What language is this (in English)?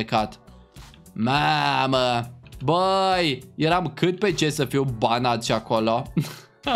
Romanian